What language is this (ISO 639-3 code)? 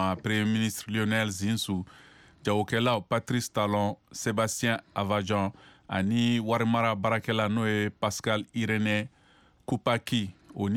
bam